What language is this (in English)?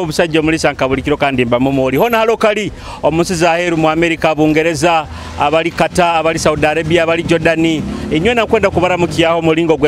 Nyoro